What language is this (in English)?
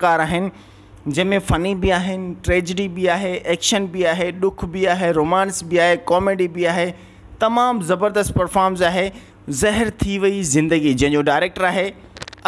Sindhi